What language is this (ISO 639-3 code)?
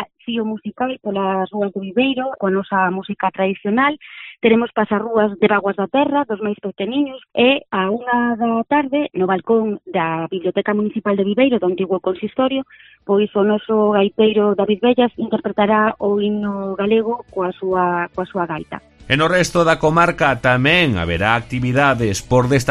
glg